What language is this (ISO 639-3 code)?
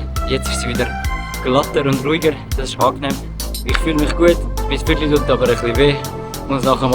gsw